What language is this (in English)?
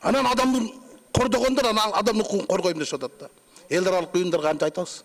Kyrgyz